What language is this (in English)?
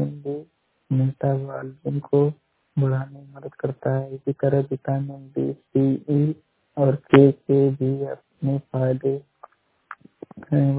Hindi